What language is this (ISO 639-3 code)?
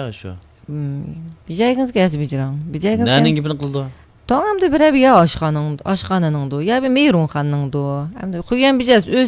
uig